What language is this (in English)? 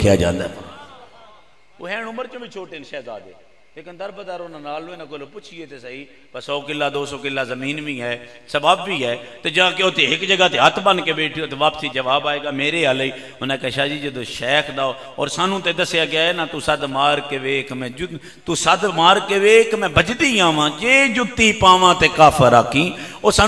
Western Panjabi